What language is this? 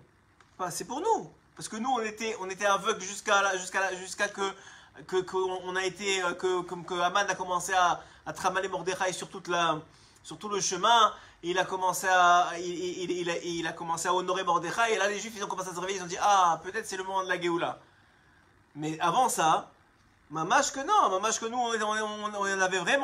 French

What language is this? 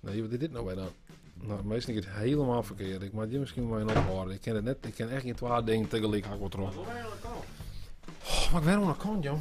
Western Frisian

